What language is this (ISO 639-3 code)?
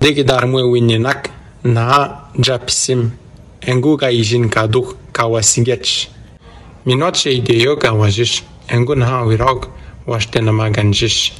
atj